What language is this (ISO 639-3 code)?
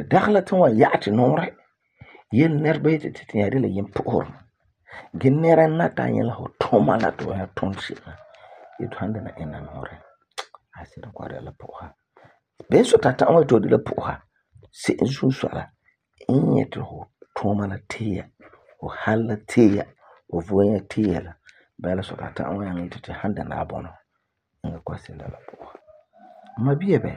gur